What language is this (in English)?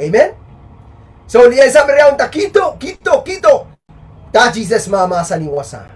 Pohnpeian